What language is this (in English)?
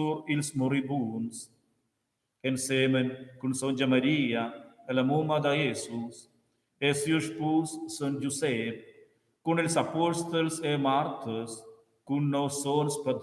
Romansh